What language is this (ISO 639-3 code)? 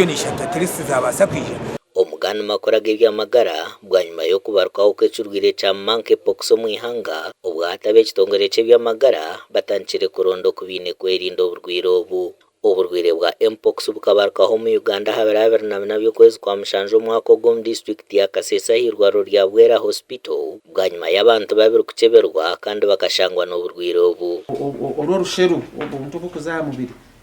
nyn